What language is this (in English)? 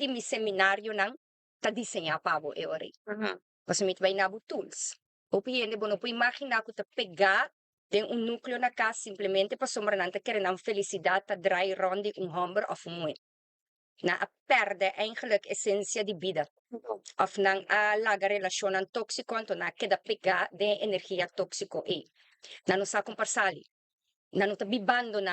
Papiamento